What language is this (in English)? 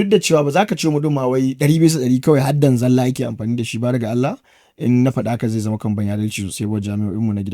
Hausa